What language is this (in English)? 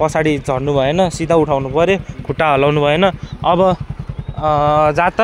Nepali